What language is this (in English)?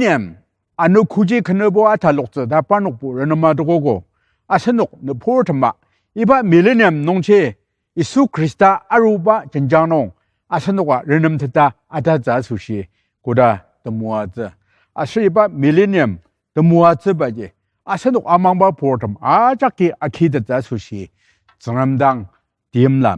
Ao Naga